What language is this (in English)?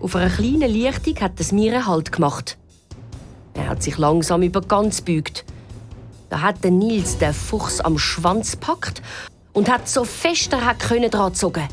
Swiss German